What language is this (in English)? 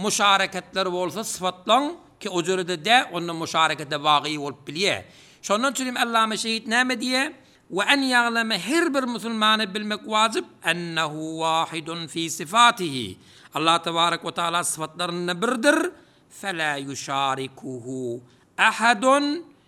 Turkmen